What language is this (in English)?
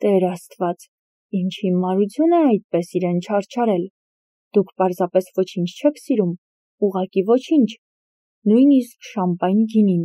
Armenian